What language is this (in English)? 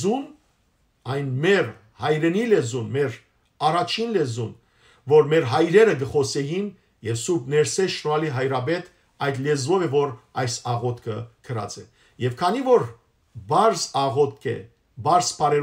Western Armenian